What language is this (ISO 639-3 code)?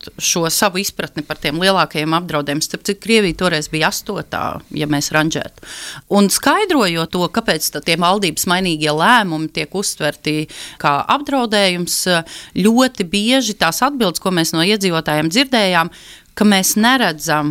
lav